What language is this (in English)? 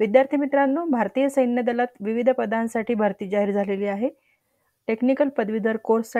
Marathi